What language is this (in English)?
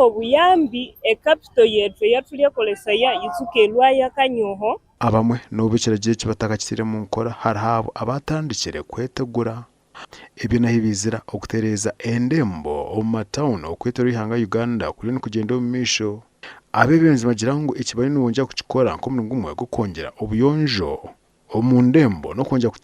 Nyankole